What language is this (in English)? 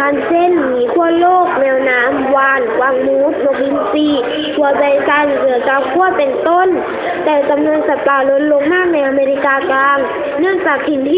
Lao